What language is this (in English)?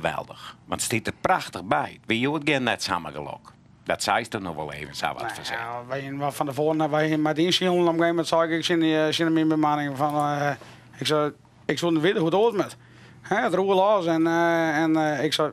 Western Frisian